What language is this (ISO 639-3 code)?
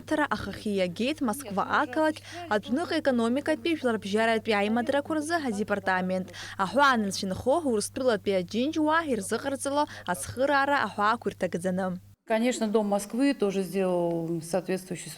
abk